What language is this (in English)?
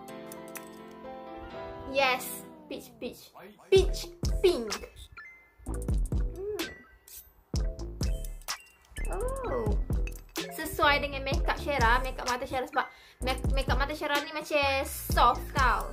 Malay